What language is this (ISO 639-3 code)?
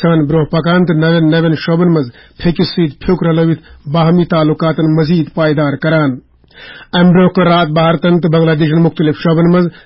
kas